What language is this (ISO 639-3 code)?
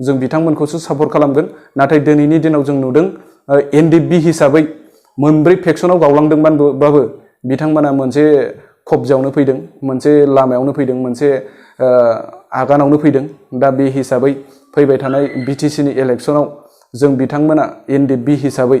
brx